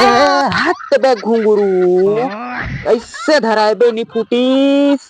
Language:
Chhattisgarhi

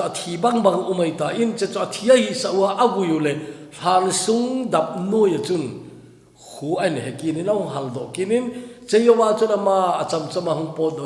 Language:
Thado Chin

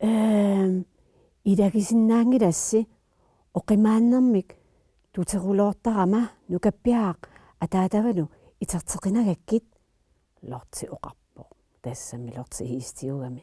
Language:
Kalaallisut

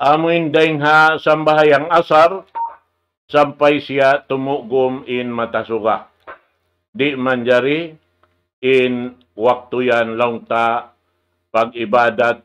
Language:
Tausug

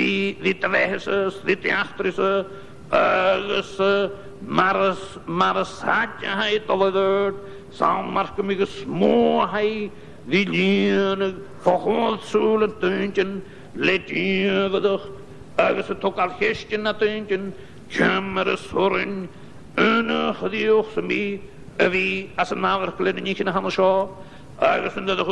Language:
Scottish Gaelic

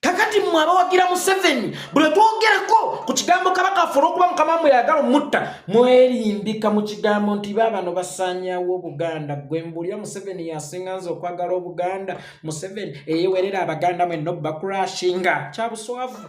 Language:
Ganda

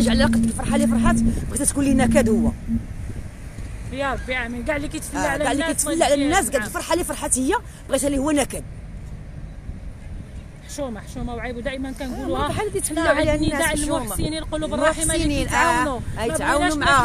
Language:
Moroccan Arabic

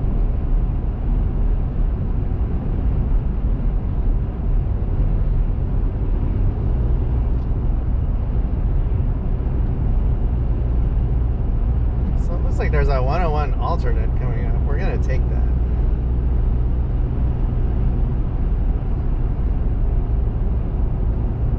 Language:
English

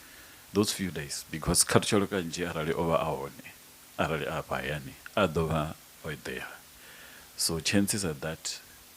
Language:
Venda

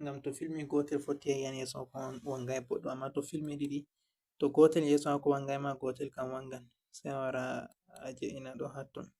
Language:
Fula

